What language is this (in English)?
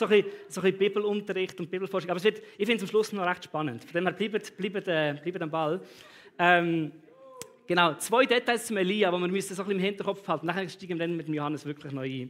Swiss German